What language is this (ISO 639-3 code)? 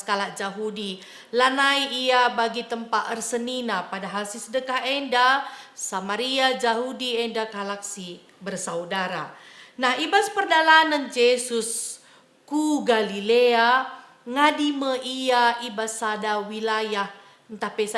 btx